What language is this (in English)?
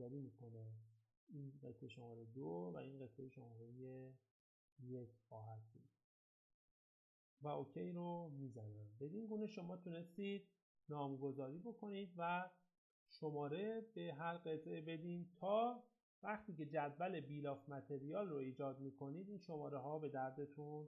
Persian